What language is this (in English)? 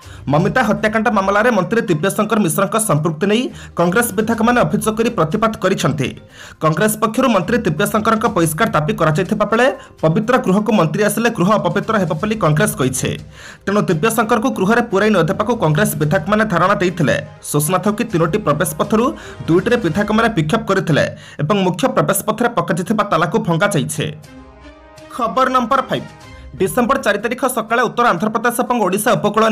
Odia